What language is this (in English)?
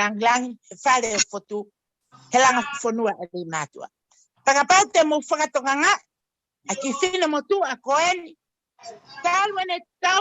Tongan